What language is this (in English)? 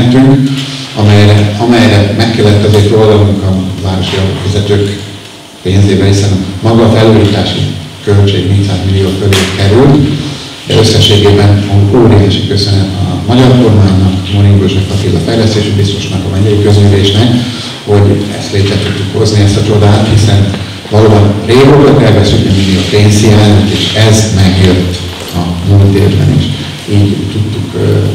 Hungarian